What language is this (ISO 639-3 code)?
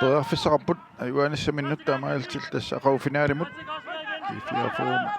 kal